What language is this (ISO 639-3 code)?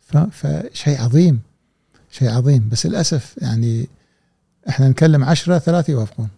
afb